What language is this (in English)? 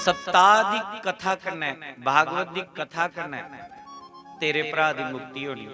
Dogri